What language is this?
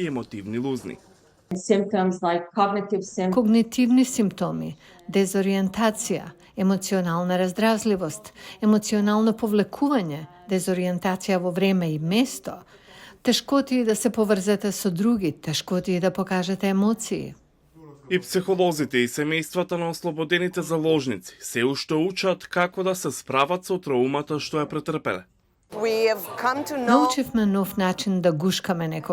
Macedonian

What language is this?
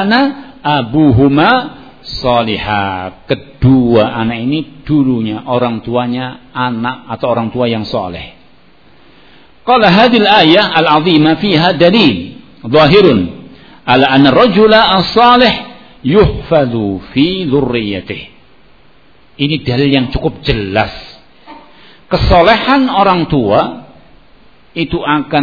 Indonesian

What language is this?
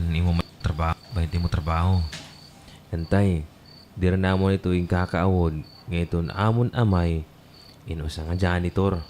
Waray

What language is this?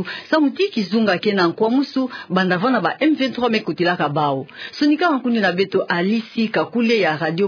Kituba (Democratic Republic of Congo)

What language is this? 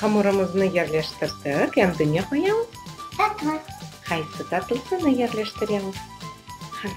Crimean Tatar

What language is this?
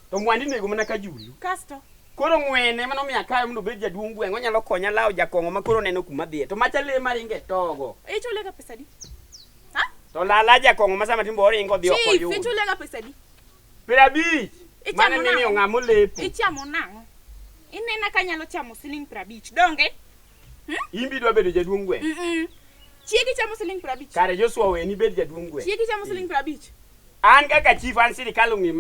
Luo (Kenya and Tanzania)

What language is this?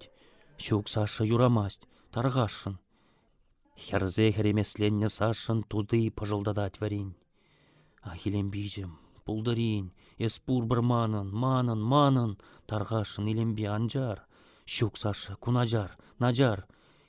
Chuvash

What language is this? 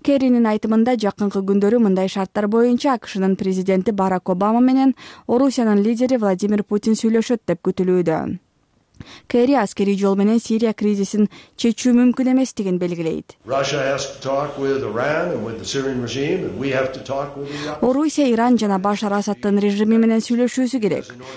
Kyrgyz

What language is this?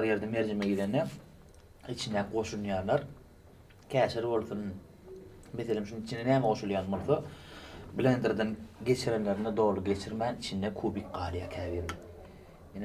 Turkmen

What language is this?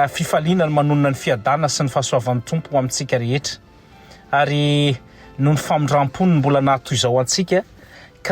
Malagasy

